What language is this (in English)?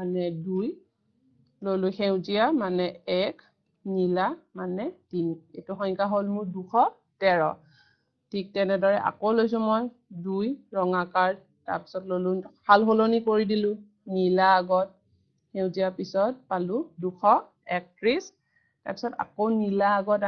Assamese